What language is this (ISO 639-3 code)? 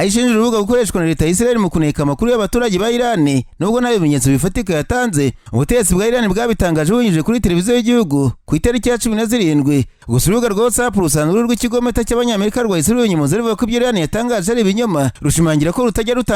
kin